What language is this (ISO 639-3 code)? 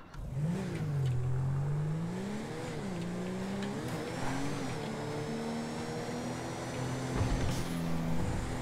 fil